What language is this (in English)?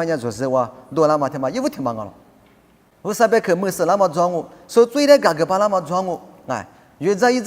Lisu